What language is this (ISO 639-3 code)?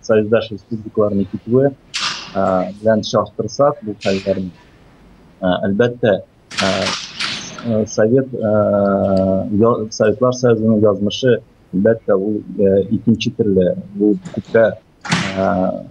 tat